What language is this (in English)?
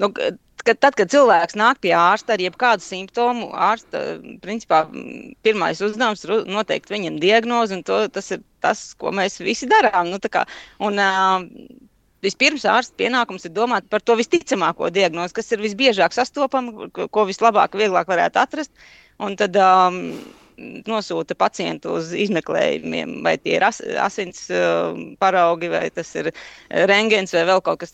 Latvian